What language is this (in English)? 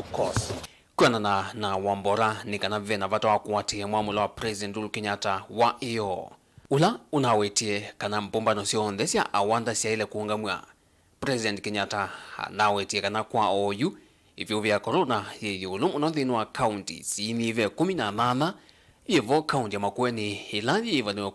Kamba